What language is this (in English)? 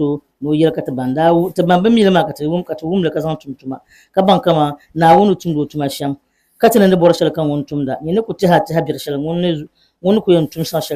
Dagbani